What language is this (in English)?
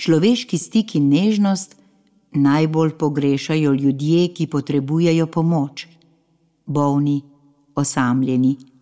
Slovenian